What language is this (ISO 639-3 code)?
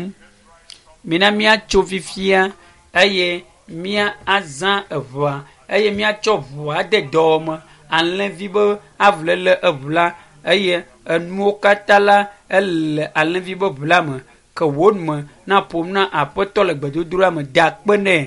ewe